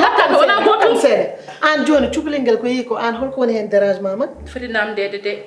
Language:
Fula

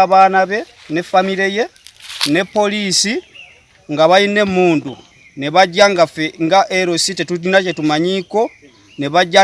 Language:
Ganda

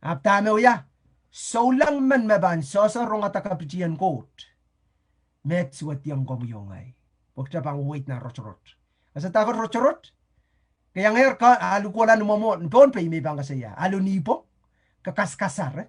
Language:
Pohnpeian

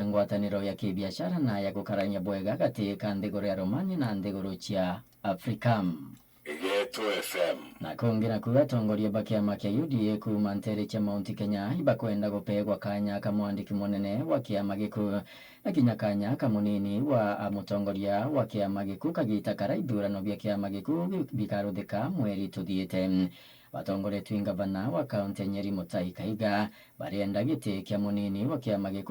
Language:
Meru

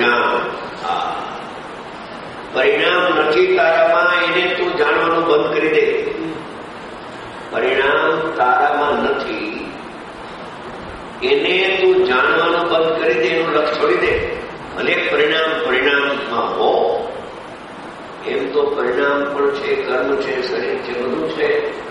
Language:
Gujarati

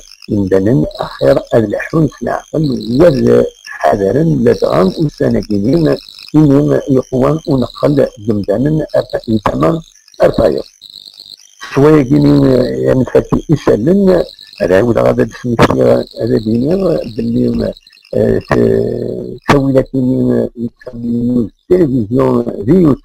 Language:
Kabyle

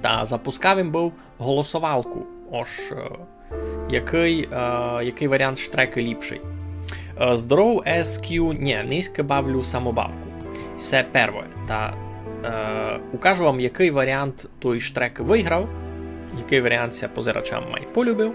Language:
Rusyn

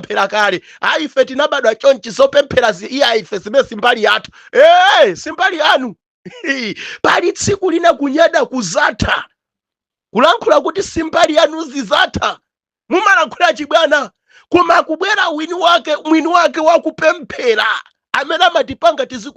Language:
Nyanja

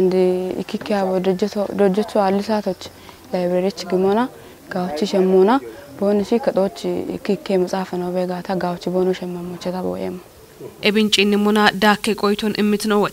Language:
Kafa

